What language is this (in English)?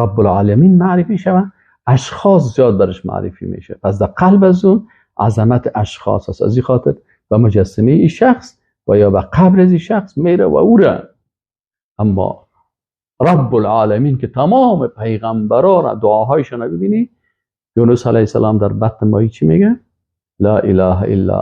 Persian